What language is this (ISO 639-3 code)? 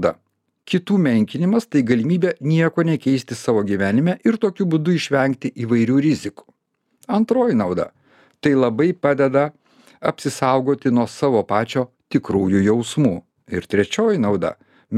lit